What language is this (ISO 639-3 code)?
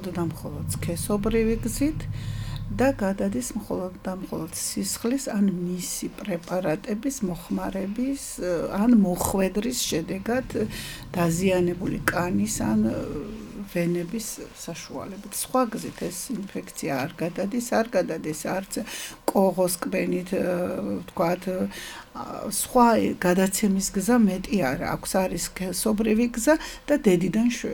kat